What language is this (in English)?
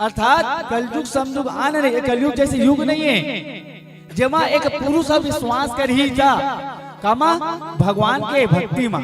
Chhattisgarhi